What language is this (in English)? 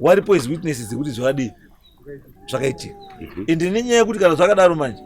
Shona